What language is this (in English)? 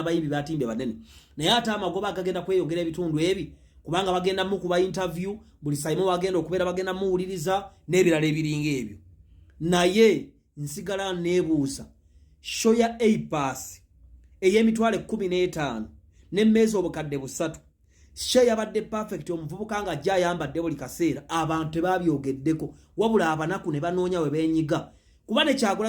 Ganda